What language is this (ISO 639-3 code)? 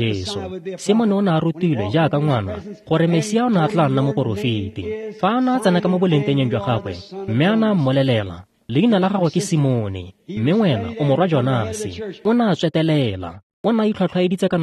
tsn